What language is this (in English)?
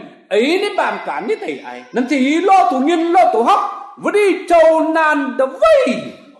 Kim Mun